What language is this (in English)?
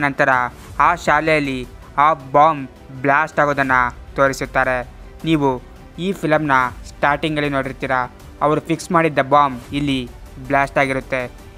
Kannada